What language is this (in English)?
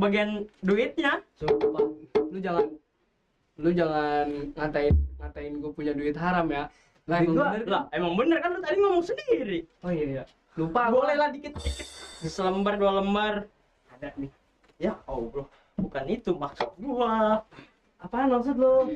Betawi